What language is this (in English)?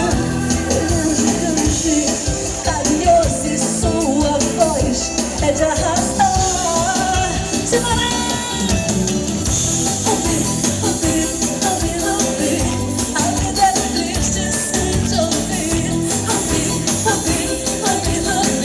Portuguese